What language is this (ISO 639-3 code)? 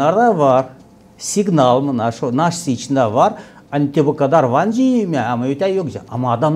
gag